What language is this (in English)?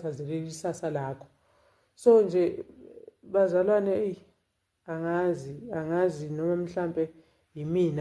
Zulu